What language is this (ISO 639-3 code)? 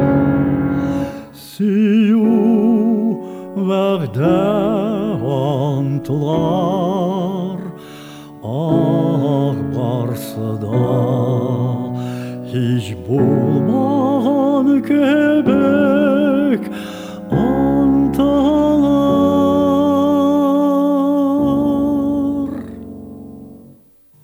tat